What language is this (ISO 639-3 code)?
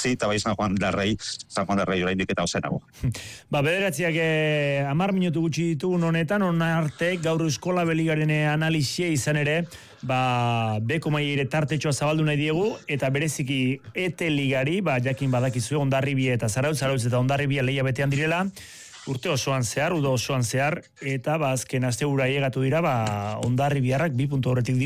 eus